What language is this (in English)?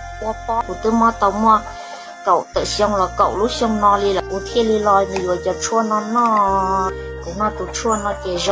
Hmong